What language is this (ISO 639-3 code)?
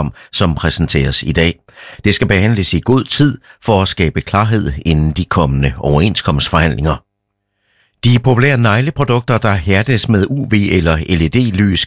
dan